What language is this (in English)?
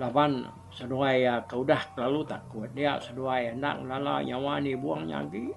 Iban